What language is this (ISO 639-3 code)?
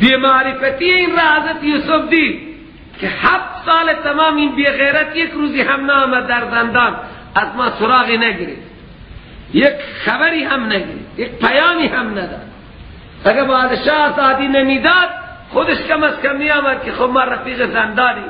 fas